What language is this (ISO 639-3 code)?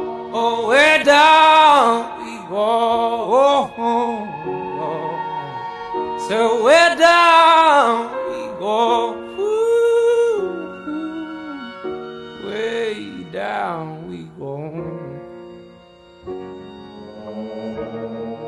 isl